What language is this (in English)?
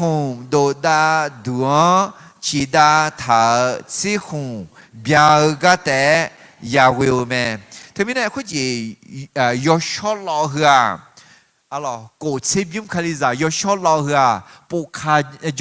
Akha